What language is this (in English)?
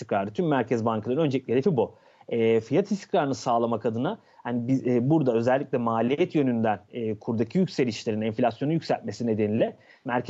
Turkish